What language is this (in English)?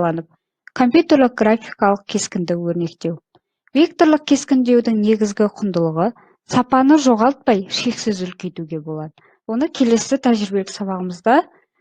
Kazakh